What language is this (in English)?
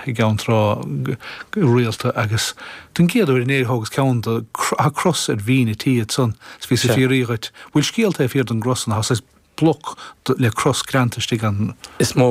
Irish